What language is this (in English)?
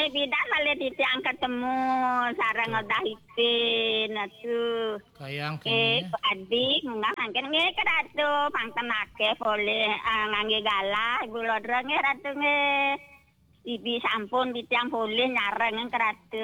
Balinese